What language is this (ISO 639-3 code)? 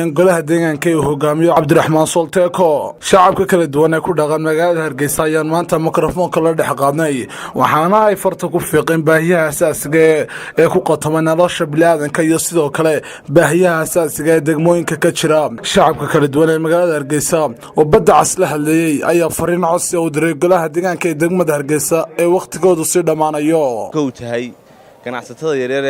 som